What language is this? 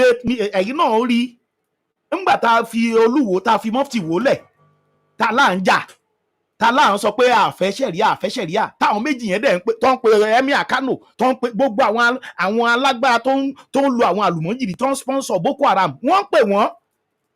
Yoruba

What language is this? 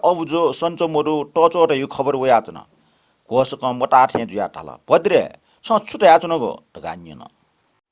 Newari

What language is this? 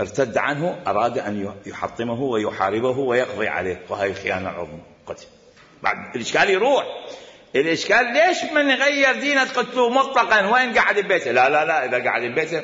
Mesopotamian Arabic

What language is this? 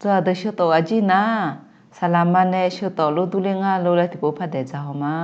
Akha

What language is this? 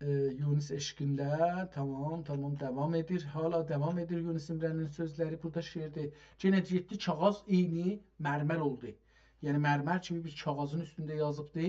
South Azerbaijani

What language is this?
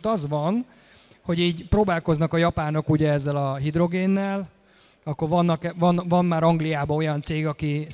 Hungarian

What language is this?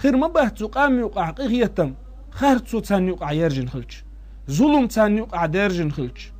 Chechen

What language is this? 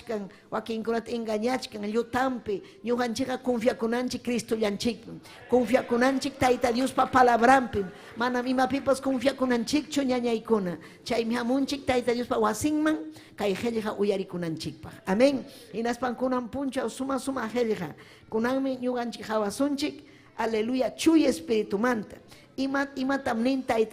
Ayacucho Quechua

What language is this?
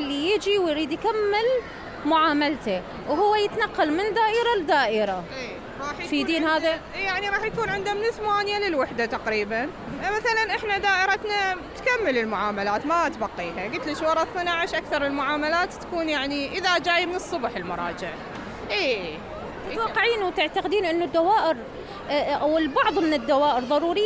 Mesopotamian Arabic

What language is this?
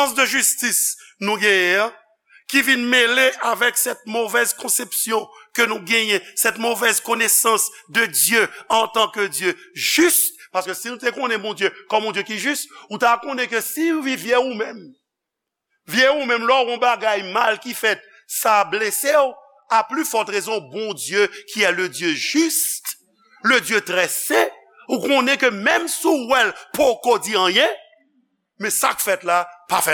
Haitian Creole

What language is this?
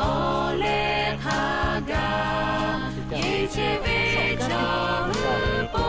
Lahu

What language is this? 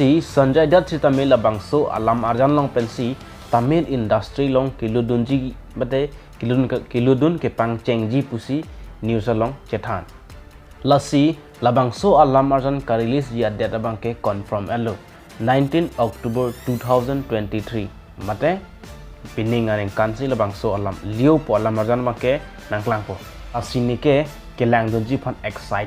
Karbi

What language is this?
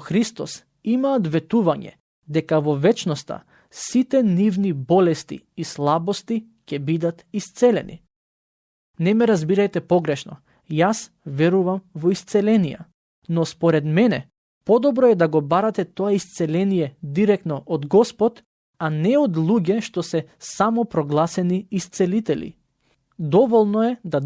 Macedonian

